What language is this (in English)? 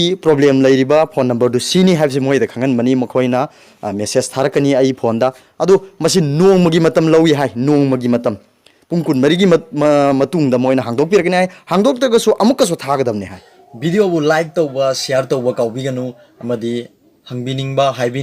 Manipuri